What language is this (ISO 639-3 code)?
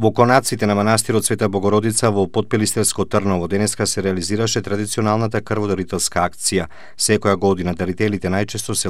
mkd